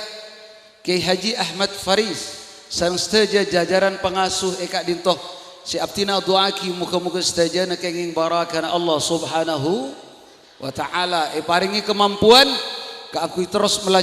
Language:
Madurese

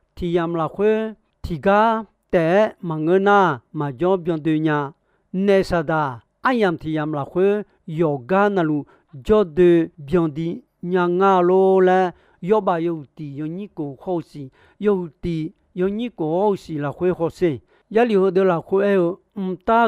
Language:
Akha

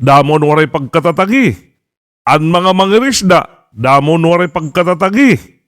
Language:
Waray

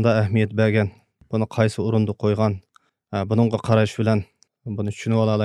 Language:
Uyghur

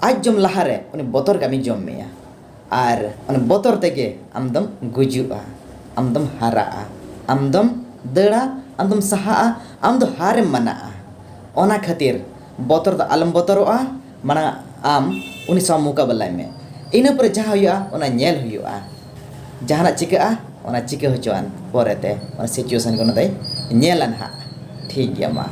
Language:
Santali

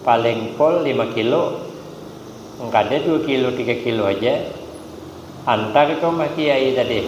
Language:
Banjar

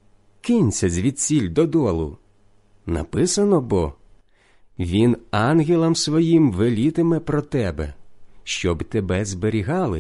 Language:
Ukrainian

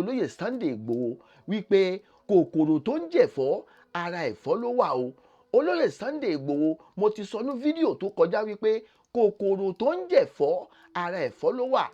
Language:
Yoruba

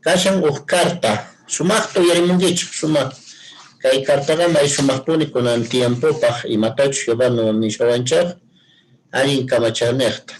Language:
Quechua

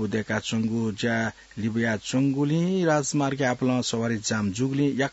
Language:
Newari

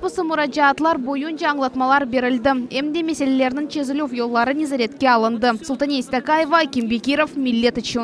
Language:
Crimean Tatar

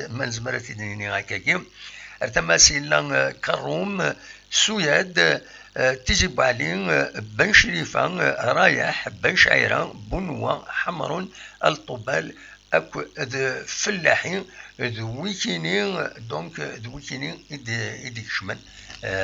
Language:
Kabyle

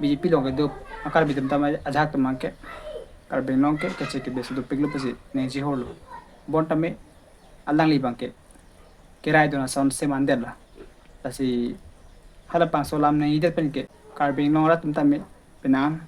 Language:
Karbi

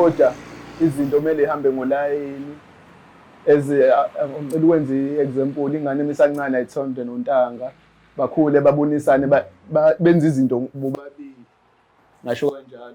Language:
Zulu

